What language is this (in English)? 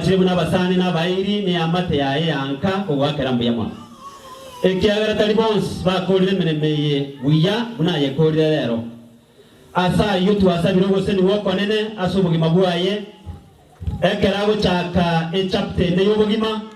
Gusii